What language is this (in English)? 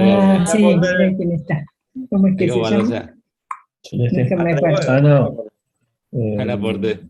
Guarani